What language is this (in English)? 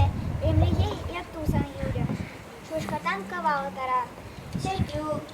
Chuvash